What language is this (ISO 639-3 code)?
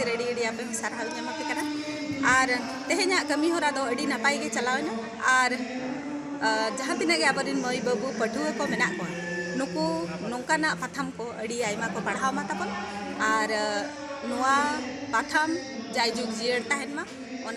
sat